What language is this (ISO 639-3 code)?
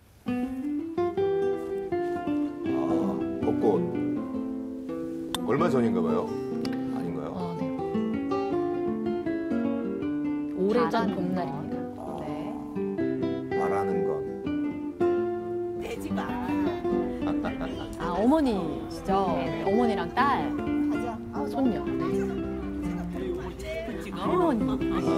kor